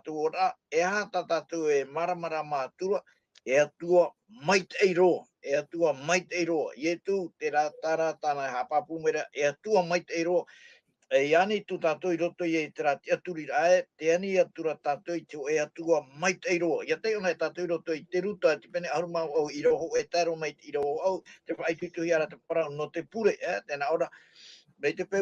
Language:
Tahitian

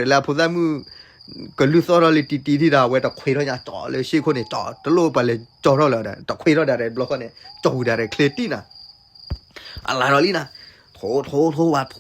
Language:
S'gaw Karen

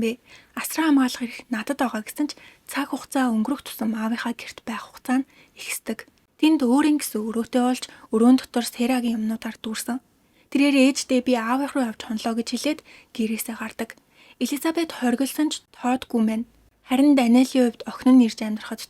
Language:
Mongolian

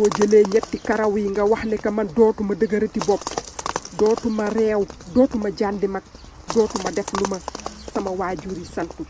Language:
Wolof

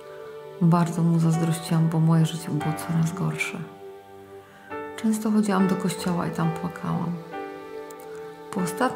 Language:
Polish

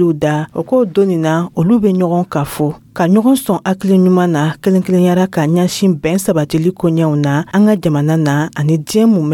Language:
Dyula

